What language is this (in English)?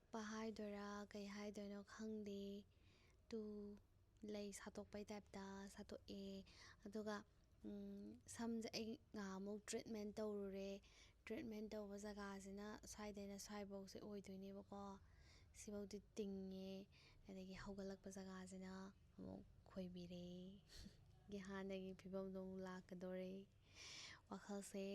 Manipuri